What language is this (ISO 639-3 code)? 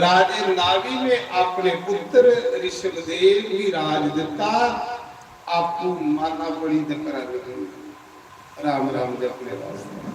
doi